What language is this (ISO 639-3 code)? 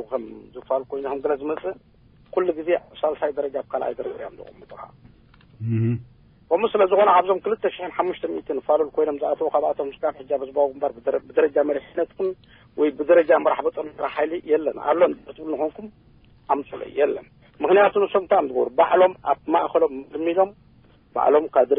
tir